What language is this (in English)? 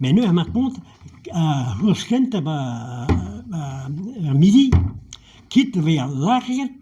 Breton